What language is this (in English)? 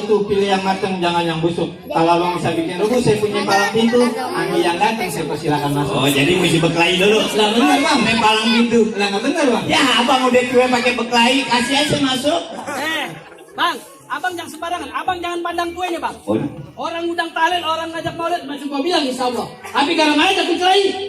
Betawi